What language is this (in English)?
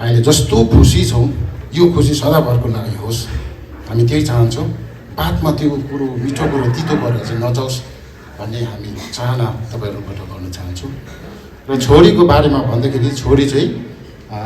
Nepali